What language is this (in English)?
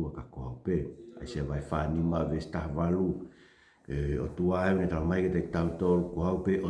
Tongan